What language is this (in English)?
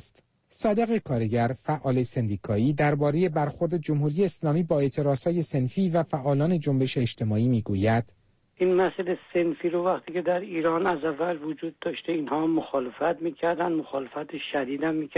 Persian